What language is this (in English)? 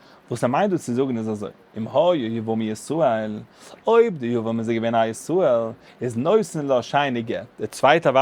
Yiddish